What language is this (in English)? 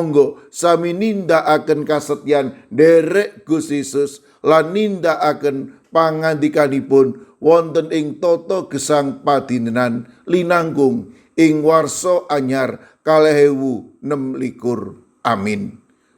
Javanese